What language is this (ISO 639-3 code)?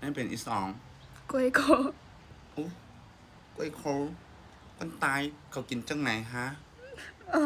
shn